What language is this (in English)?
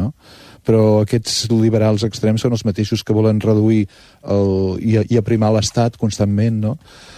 Catalan